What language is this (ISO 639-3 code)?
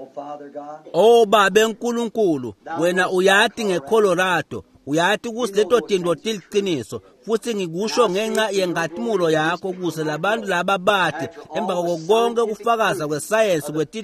ssw